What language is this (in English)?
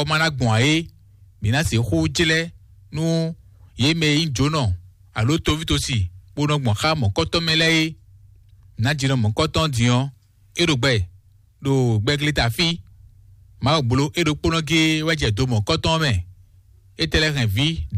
Fon